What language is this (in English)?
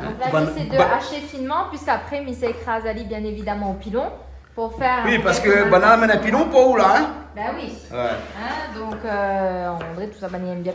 Réunion Creole French